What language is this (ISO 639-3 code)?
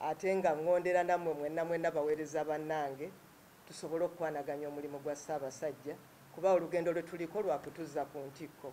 lug